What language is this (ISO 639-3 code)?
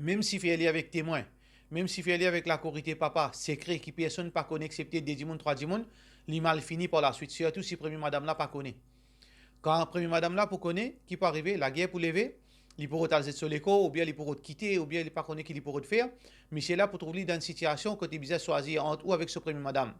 mfe